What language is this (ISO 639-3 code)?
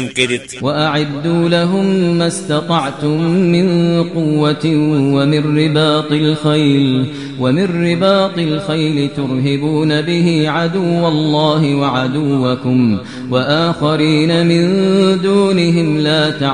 kas